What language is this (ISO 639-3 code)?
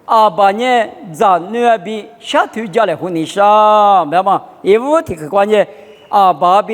lis